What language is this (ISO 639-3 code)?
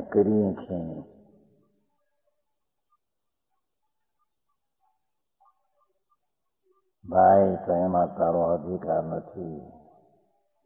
guj